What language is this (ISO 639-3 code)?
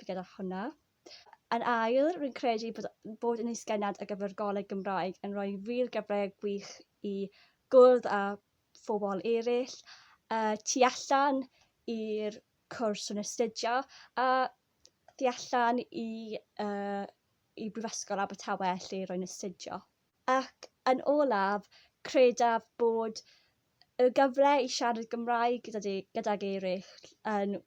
cym